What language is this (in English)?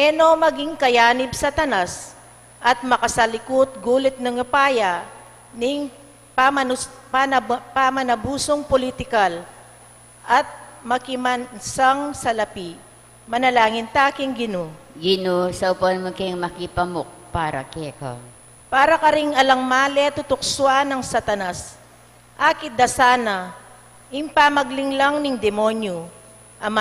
Pampanga